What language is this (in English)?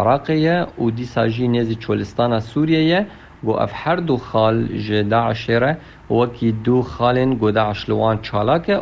Kurdish